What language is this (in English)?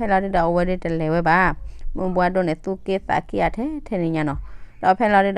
S'gaw Karen